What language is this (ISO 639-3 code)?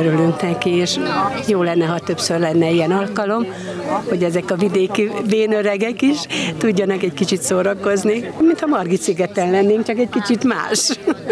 hun